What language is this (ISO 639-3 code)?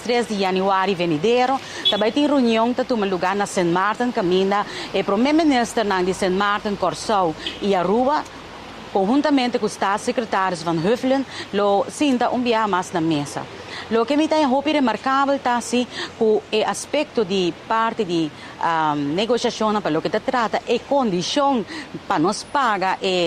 pap